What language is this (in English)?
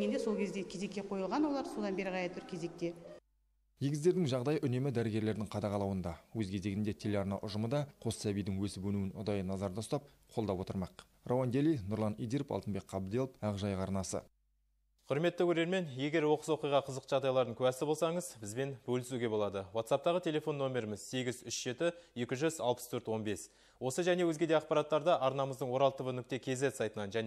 Kazakh